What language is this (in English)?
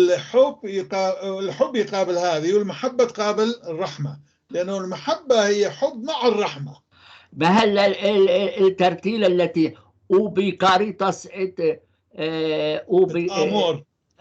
North Levantine Arabic